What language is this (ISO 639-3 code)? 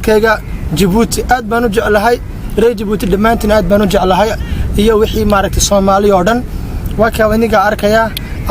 som